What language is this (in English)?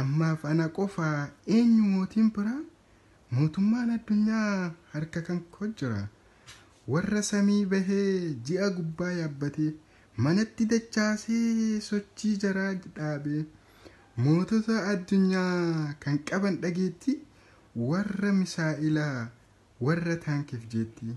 Oromo